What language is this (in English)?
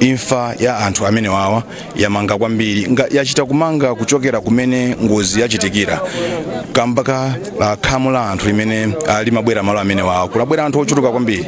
Nyanja